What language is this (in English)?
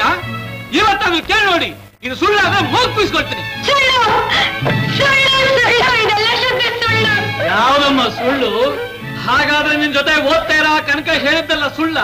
Kannada